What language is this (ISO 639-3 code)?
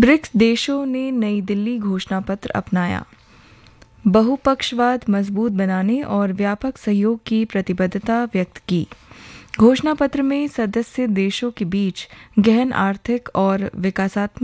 hin